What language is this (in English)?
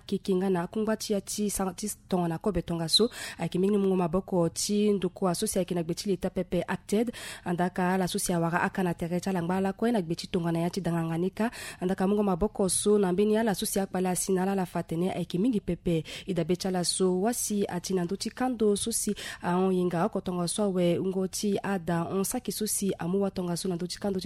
Sango